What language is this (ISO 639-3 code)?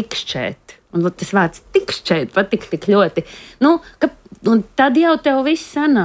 lav